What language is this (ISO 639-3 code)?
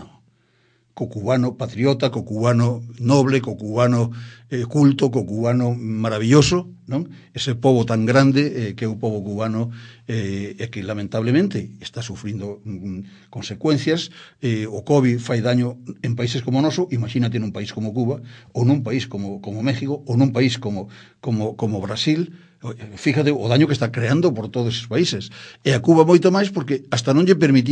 glg